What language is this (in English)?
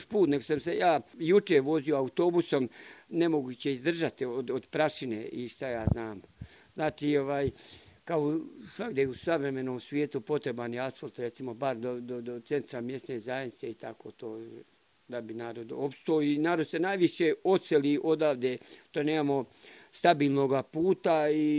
Bosnian